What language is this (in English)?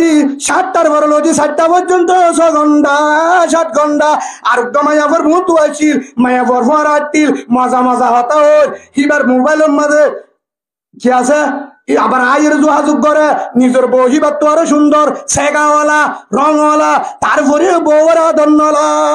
Rohingya